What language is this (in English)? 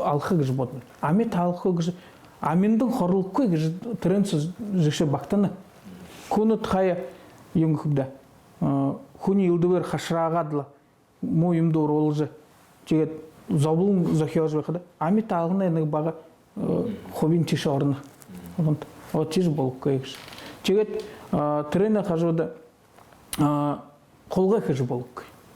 Buriat